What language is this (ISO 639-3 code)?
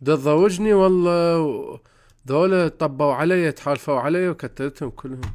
acm